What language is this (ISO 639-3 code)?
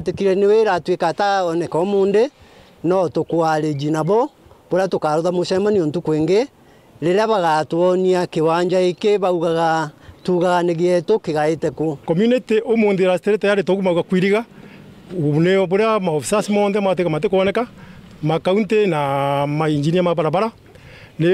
mer